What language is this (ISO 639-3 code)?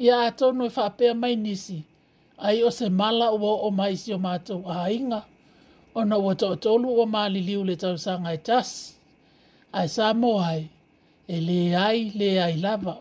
smo